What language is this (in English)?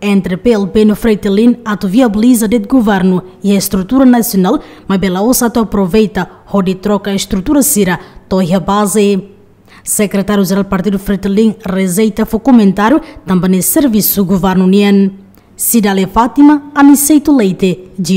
Tetum